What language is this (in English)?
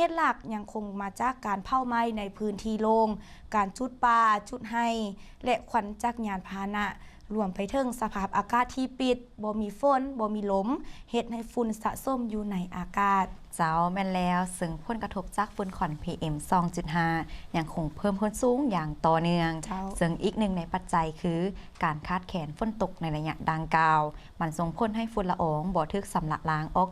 Lao